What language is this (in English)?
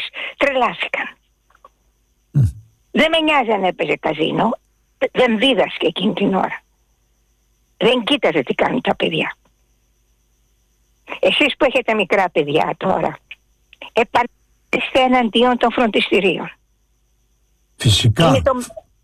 Greek